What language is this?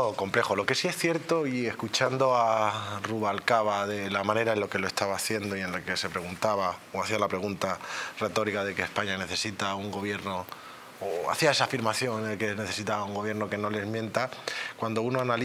Spanish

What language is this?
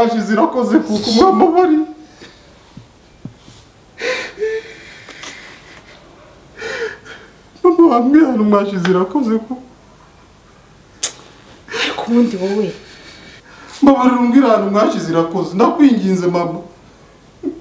Kinyarwanda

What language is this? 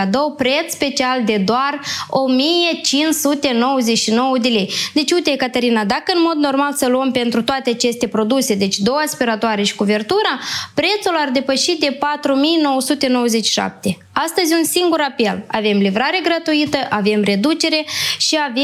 Romanian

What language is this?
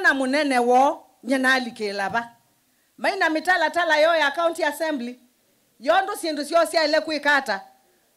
Kamba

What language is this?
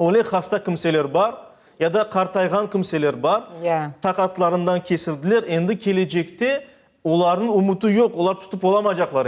Crimean Tatar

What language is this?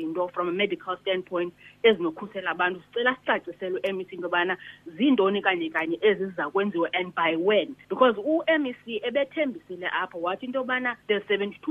Xhosa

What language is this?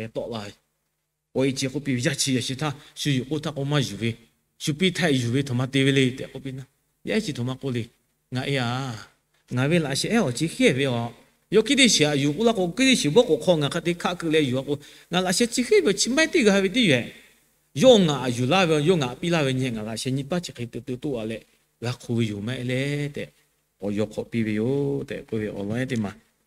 Lahu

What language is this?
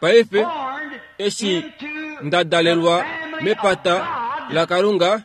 Kuanyama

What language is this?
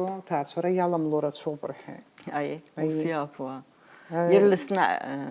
Abkhazian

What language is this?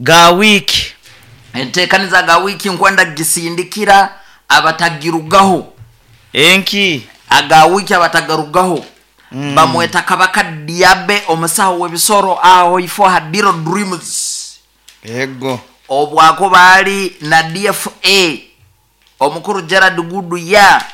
Nyoro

